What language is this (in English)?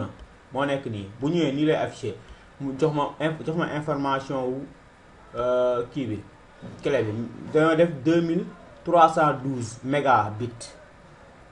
Wolof